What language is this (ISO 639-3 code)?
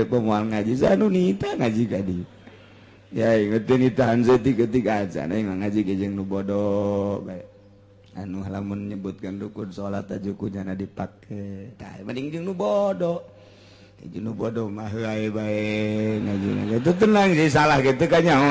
sun